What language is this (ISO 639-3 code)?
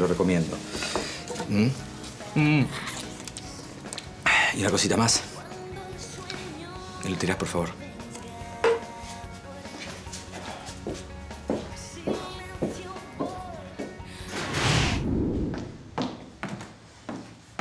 spa